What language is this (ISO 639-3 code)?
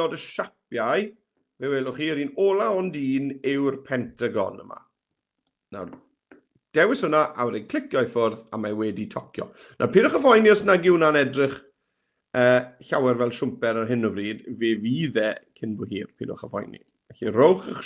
cym